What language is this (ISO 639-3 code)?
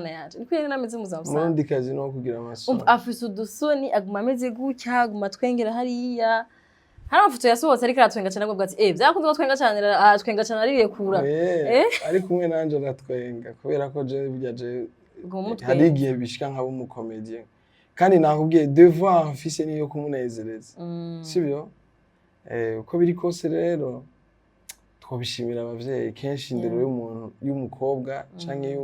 run